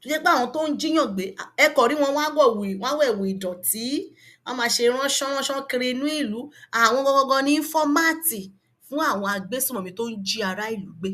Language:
Yoruba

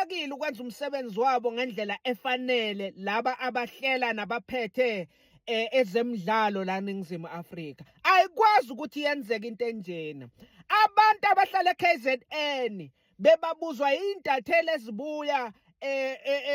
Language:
Zulu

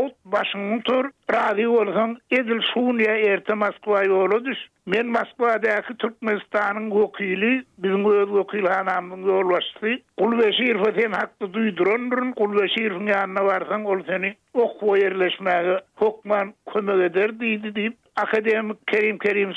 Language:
Turkmen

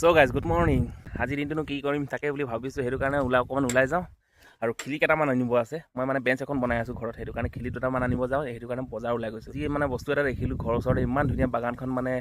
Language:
Assamese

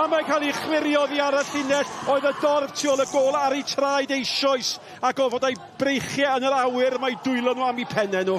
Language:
Welsh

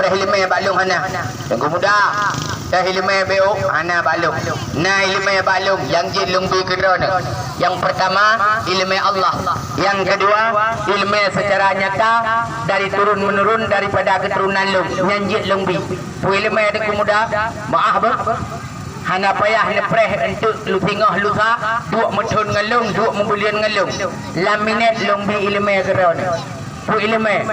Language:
Achinese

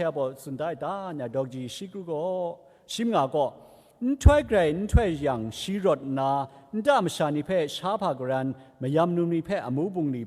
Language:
Kachin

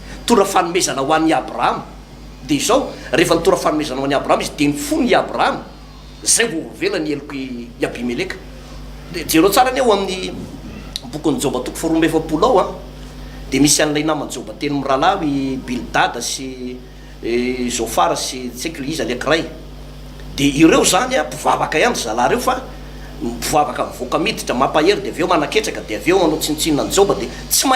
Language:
Malagasy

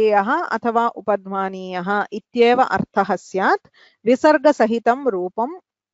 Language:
Sanskrit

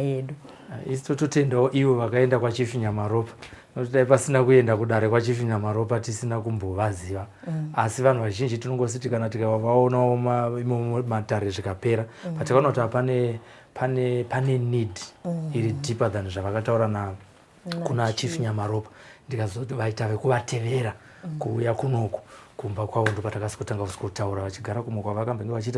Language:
Shona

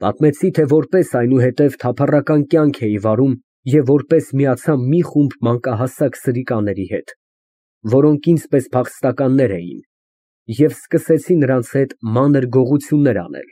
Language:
Armenian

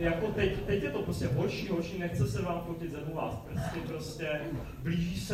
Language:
Czech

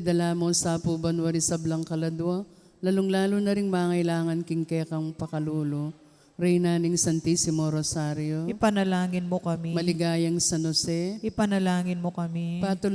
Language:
Pampanga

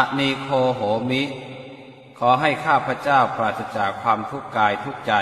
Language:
Pali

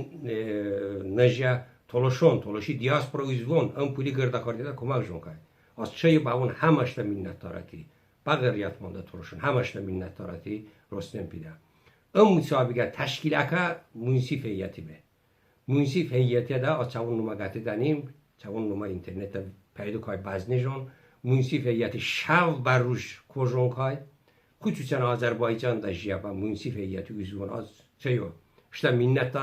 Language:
Talysh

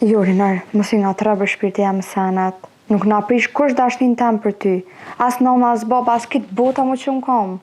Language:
Albanian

